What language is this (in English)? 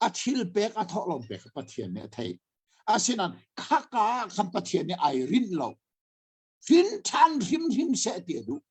Hakha Chin